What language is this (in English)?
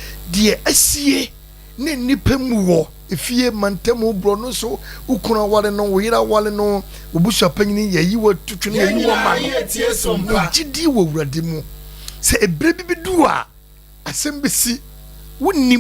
Akan